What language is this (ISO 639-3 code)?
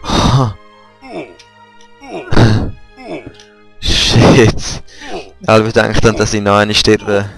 gsw